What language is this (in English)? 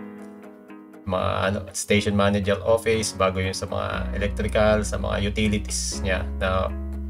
Filipino